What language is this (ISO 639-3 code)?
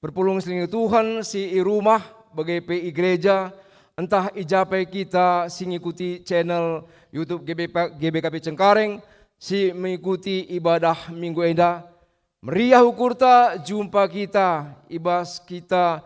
btx